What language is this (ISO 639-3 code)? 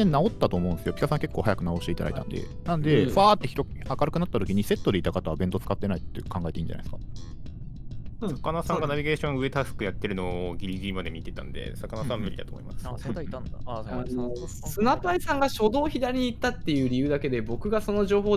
jpn